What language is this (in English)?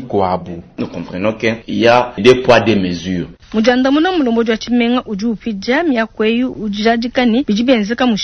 Luba-Lulua